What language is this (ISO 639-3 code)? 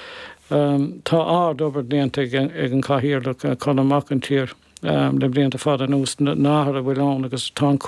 gle